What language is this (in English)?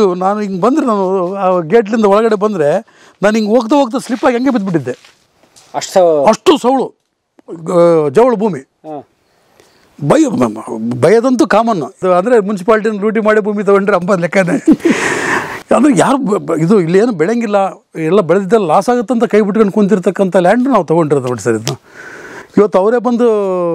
Kannada